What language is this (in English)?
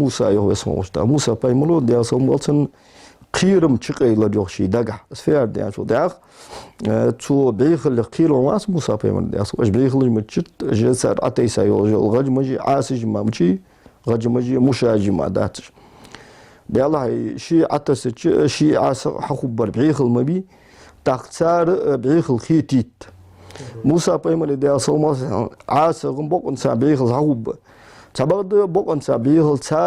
Ingush